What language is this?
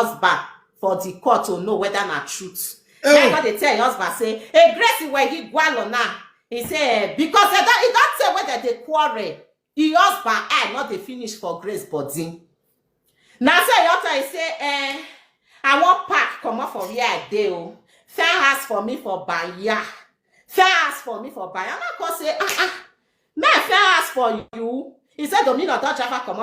Nigerian Pidgin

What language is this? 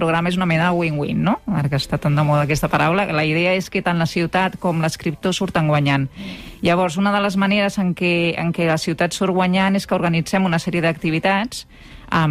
Catalan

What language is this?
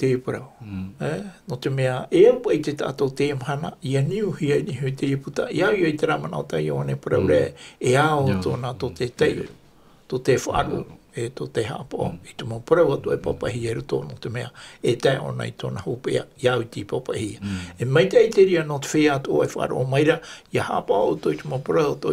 Tahitian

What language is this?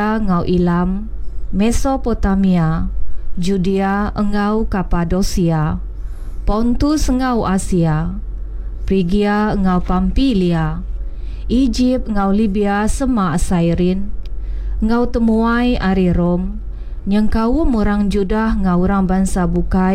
Iban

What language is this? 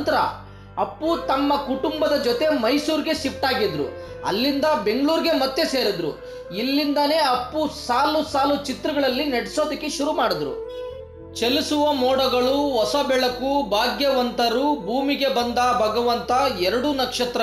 Kannada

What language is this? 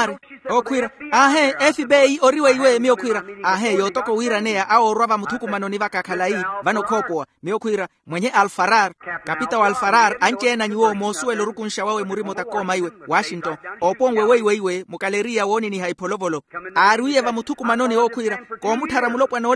Makhuwa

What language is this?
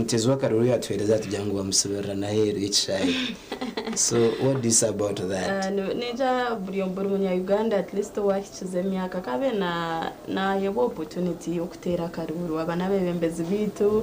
Nyankole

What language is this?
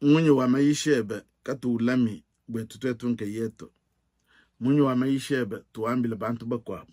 Luba-Lulua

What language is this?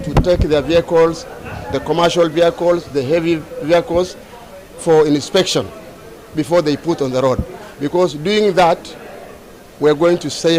Gusii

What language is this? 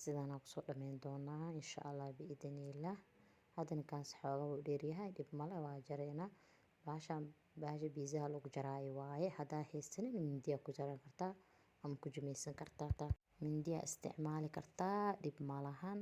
Somali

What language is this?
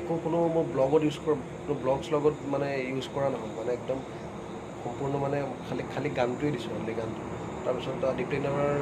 Assamese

